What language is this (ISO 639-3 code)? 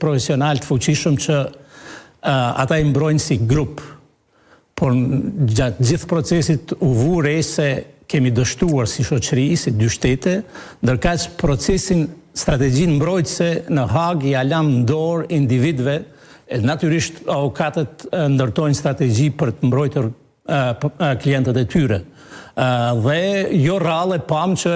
sqi